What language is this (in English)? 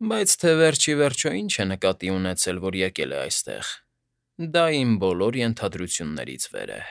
Armenian